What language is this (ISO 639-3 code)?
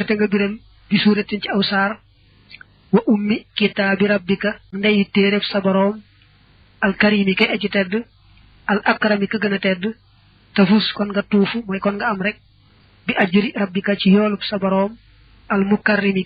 wol